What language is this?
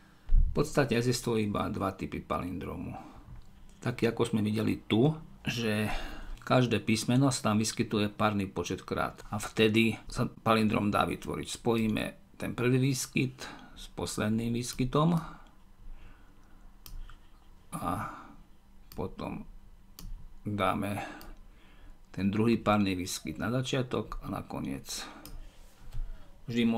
Slovak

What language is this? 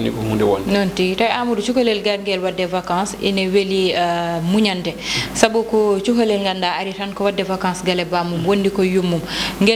Fula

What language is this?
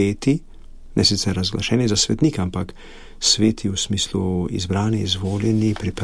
Slovenian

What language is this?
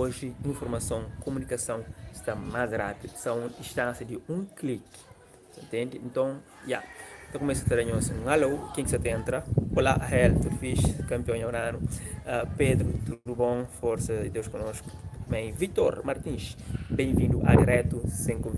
Kabuverdianu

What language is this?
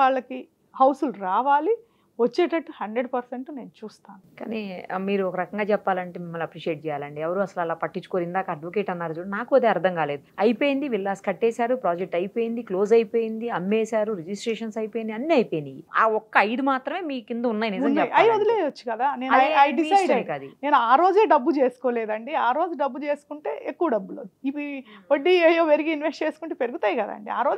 Telugu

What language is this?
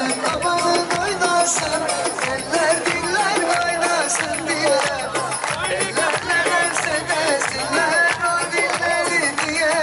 Kurdish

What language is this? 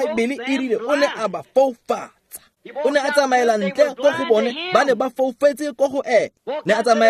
Tswana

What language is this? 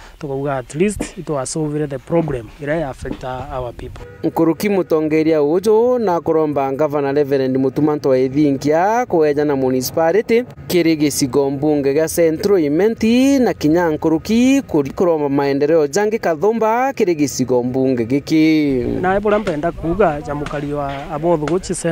Meru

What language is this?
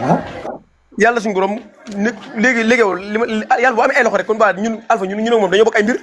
Wolof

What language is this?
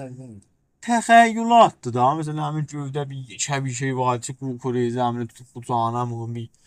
South Azerbaijani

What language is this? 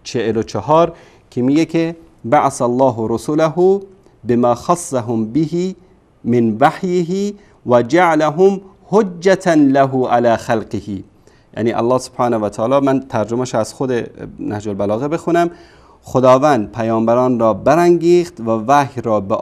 Persian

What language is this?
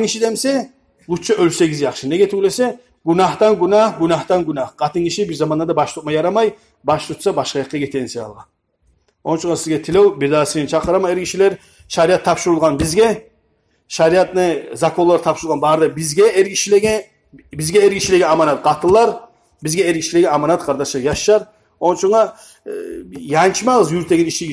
Kumyk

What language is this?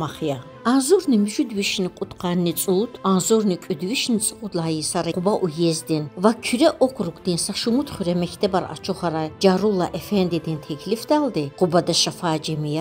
Lezghian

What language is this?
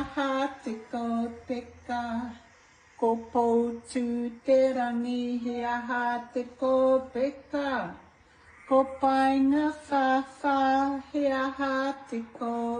Māori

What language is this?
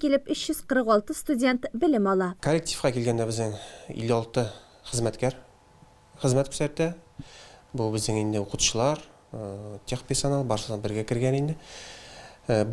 Tatar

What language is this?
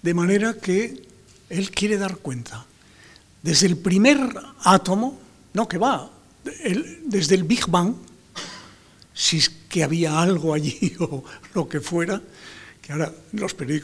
Spanish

